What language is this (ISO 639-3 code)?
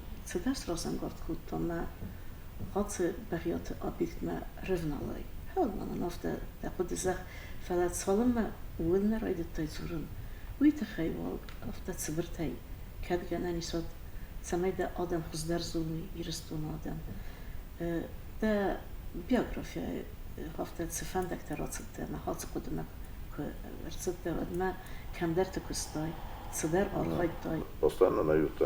oss